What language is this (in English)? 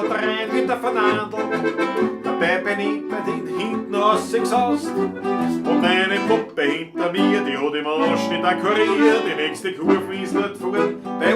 Bavarian